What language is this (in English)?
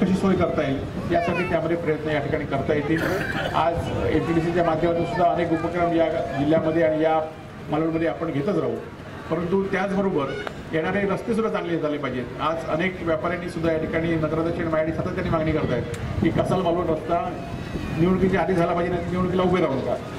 Marathi